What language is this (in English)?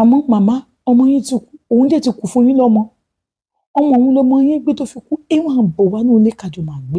Yoruba